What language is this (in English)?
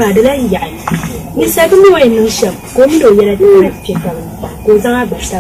Dagbani